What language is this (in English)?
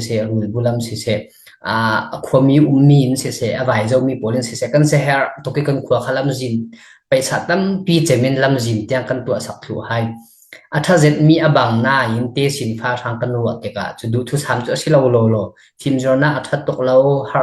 Falam Chin